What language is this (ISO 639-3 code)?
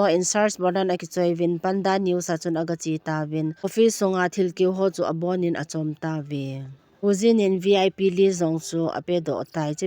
tcz